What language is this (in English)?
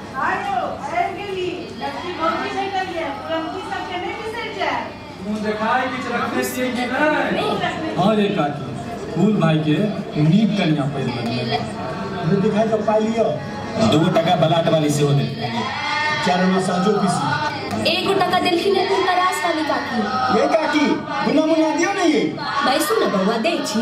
Maithili